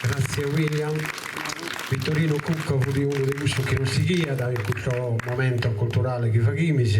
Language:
Sardinian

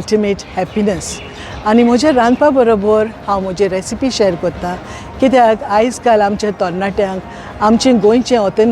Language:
Konkani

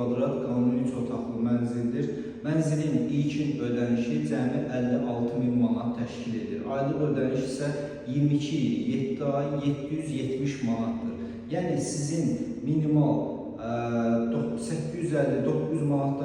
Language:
Azerbaijani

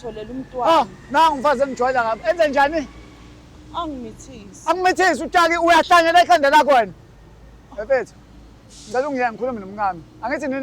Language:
Zulu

